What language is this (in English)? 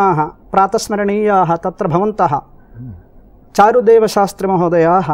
Sanskrit